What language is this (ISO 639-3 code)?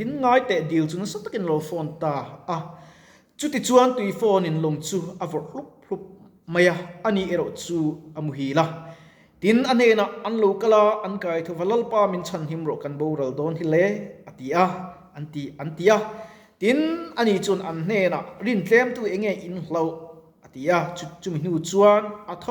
lus